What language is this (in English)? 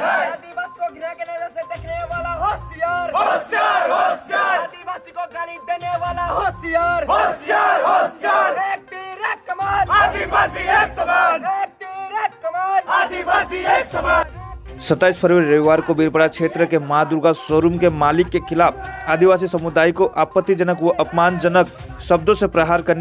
Sadri